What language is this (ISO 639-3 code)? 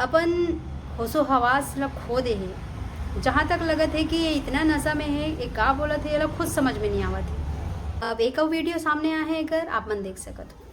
hne